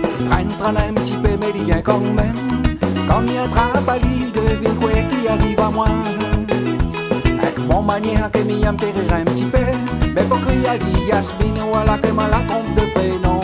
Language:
Réunion Creole French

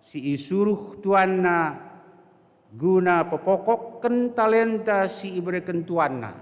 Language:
Batak Karo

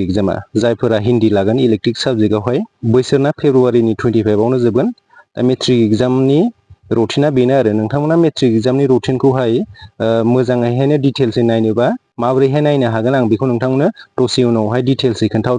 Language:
Bodo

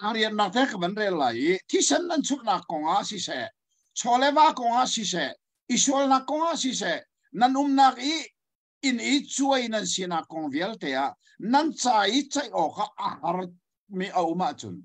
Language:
Hakha Chin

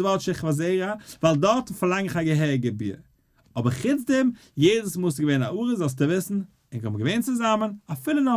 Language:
Yiddish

